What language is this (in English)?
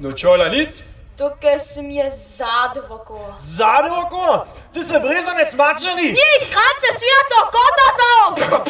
Upper Sorbian